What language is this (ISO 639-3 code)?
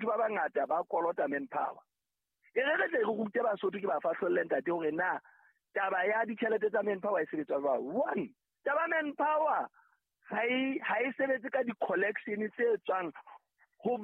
sot